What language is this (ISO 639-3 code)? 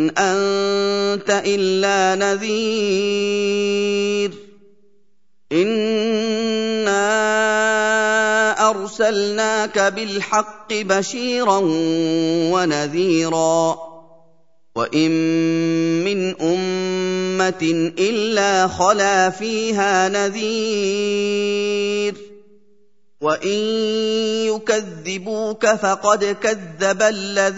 ara